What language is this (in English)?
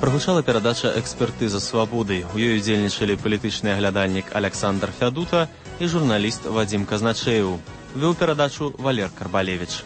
Belarusian